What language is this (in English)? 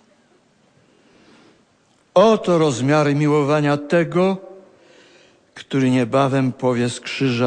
Polish